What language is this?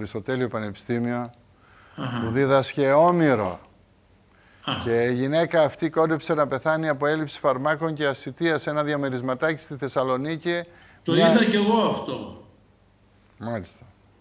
Greek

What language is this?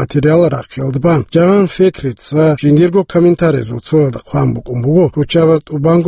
Avaric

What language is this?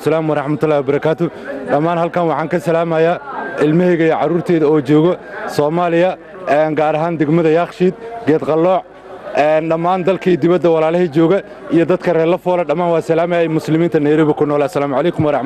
Somali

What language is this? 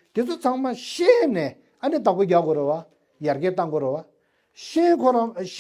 Tibetan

